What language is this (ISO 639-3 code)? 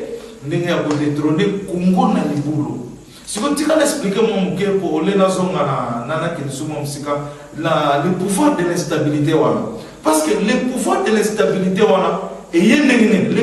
lin